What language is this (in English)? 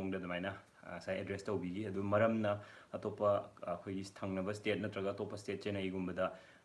Manipuri